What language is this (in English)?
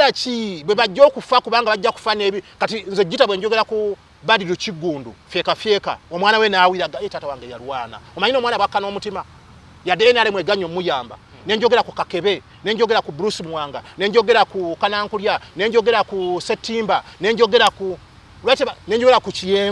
Ganda